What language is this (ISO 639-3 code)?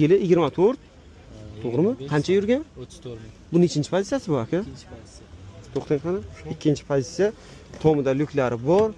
uzb